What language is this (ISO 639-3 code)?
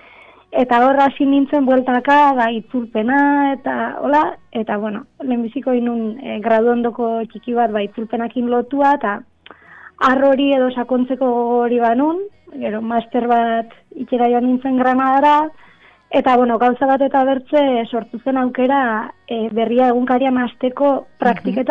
eus